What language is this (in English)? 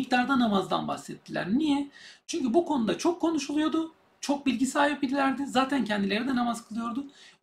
Turkish